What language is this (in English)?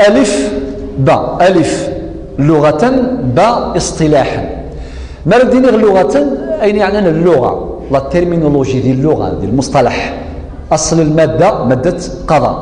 Kabyle